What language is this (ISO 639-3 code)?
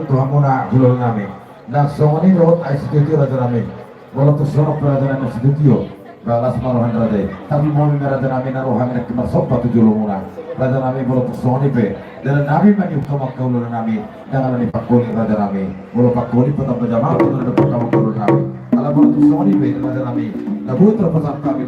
bbc